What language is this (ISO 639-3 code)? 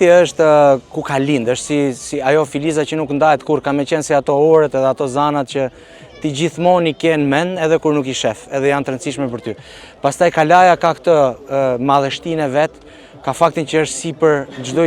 sqi